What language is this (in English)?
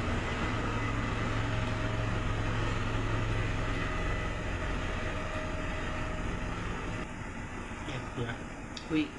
Lao